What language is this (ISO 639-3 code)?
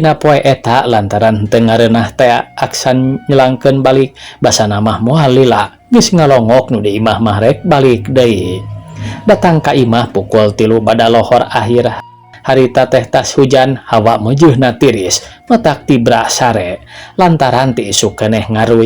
sun